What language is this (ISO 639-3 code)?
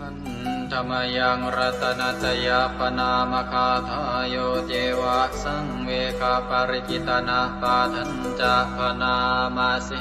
pli